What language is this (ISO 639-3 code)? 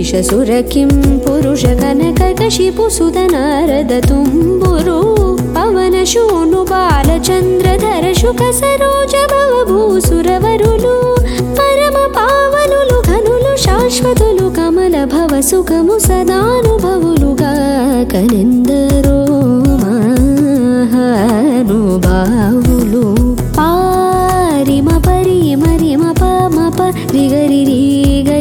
tel